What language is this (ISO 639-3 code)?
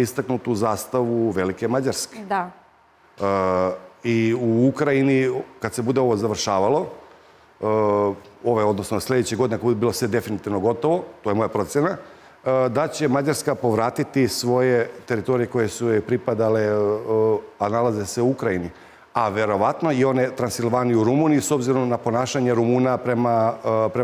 srp